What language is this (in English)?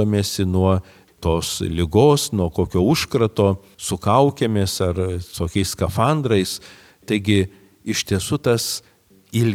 Lithuanian